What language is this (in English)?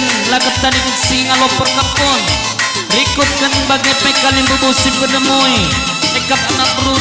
Batak Karo